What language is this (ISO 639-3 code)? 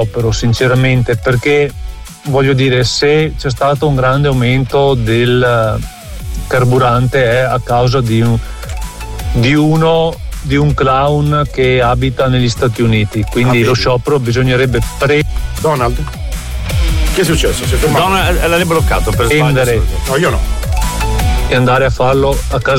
ita